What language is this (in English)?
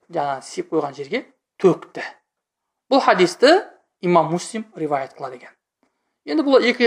Kazakh